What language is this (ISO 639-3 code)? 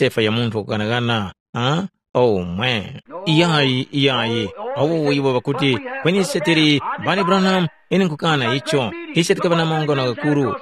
tum